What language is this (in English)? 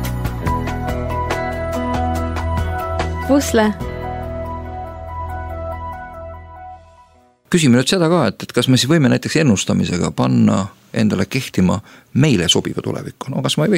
Estonian